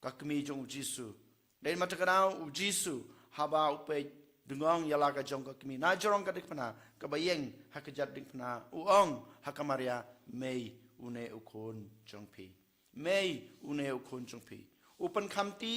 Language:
Khasi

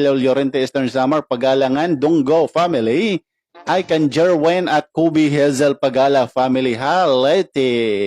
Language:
Waray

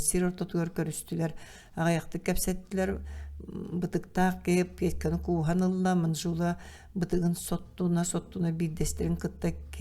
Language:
Yakut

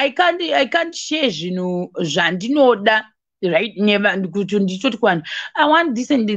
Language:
Shona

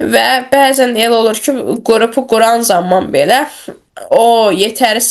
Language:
Azerbaijani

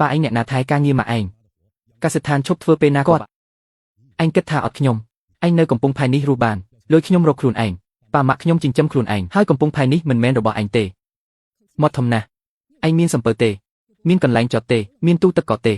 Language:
Khmer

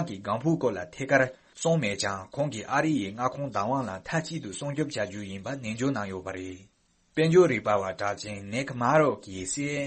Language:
Tibetan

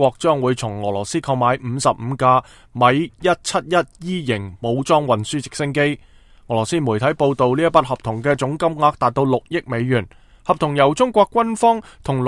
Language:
Cantonese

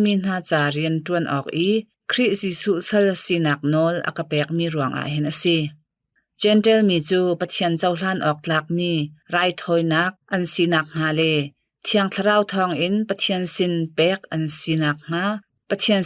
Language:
Hakha Chin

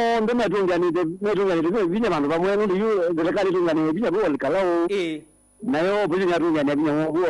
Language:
Kamba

